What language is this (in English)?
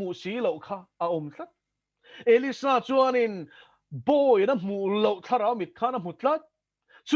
Mizo